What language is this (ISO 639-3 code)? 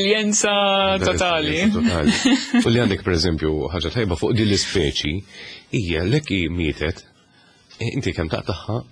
mlt